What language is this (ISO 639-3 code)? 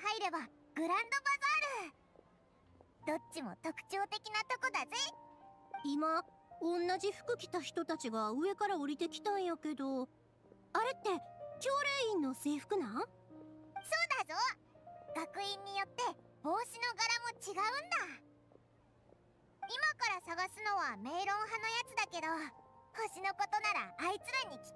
jpn